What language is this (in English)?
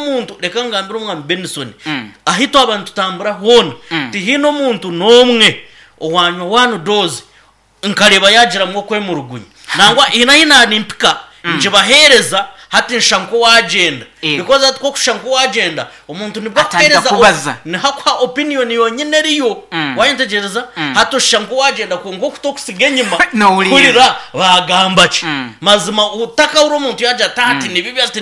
Nyankole